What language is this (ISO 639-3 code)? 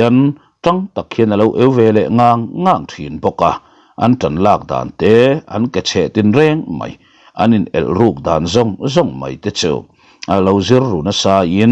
lus